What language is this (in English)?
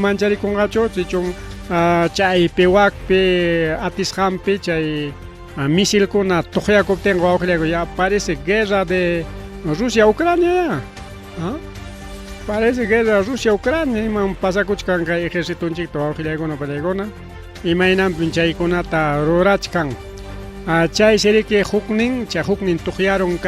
Ayacucho Quechua